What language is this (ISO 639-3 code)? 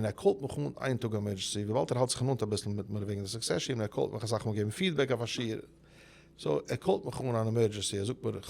yid